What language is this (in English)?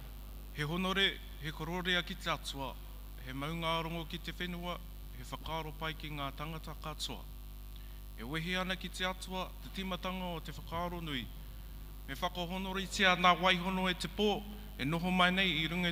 Māori